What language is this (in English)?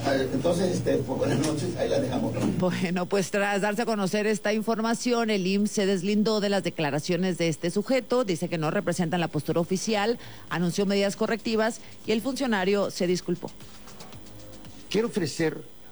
Spanish